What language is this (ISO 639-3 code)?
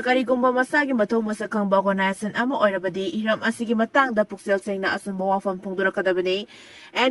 mni